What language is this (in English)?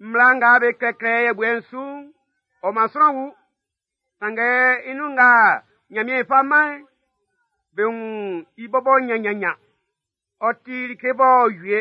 Baoulé